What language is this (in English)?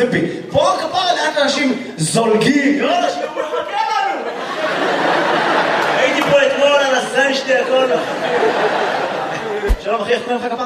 Hebrew